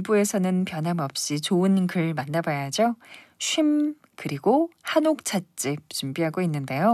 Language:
Korean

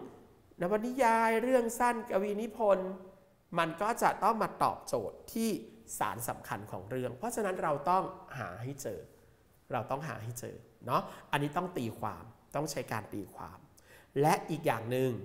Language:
Thai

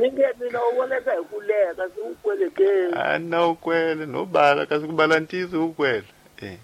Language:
Tsonga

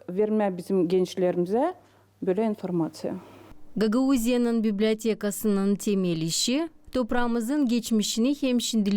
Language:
Gagauz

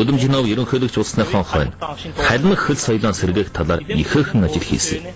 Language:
Mongolian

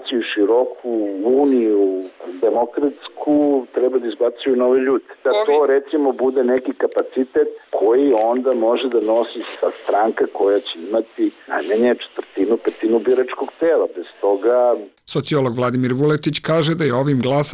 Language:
Serbian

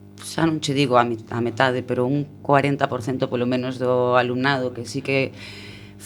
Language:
Galician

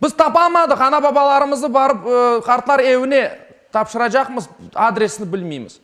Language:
Crimean Tatar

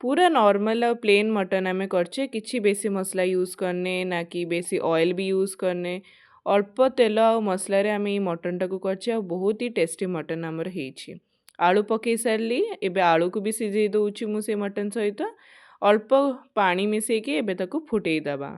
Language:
Odia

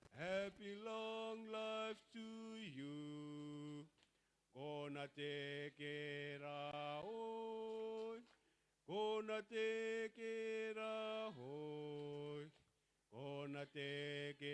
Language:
Gilbertese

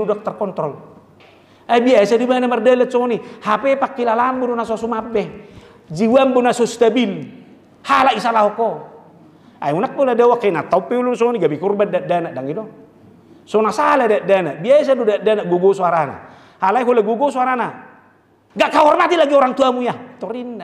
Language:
Batak Toba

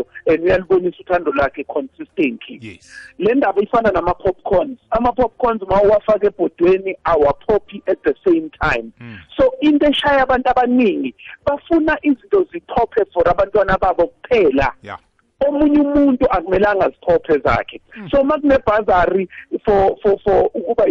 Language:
South Ndebele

